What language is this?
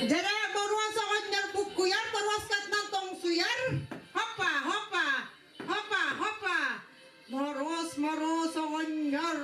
Yakut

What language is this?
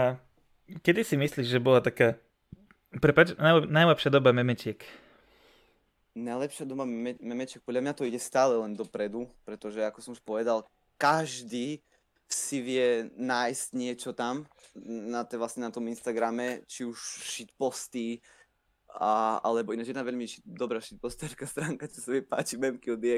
Slovak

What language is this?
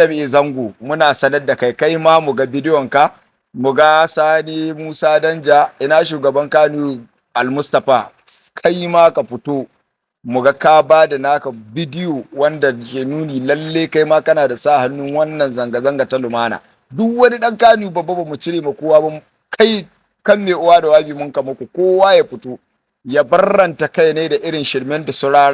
Hausa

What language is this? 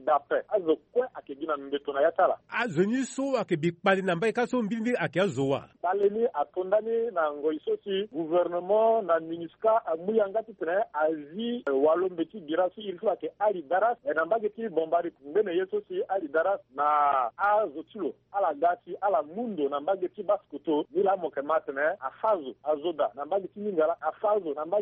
Sango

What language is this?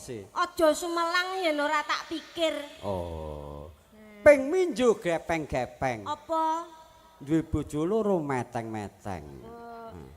Javanese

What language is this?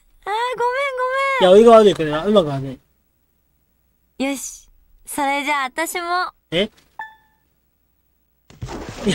Japanese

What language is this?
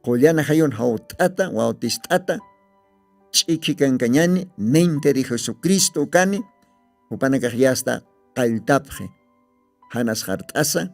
Aymara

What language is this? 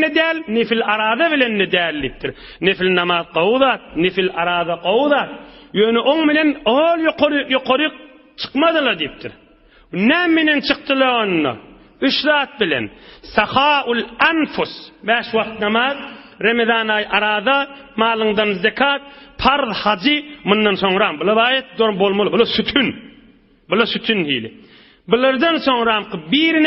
Turkmen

